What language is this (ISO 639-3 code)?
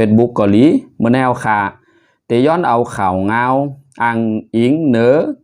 shn